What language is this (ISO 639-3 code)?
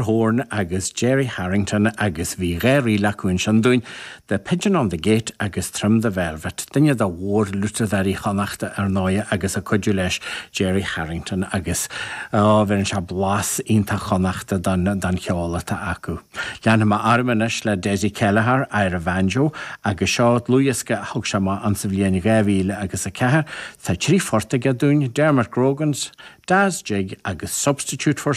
gle